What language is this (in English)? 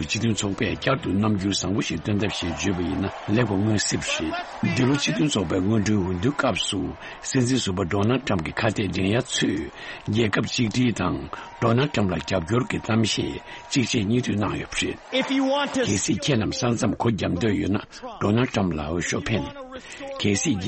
Tibetan